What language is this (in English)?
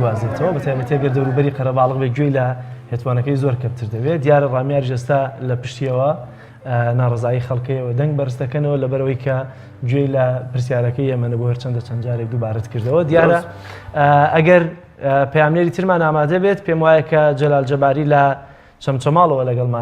Central Kurdish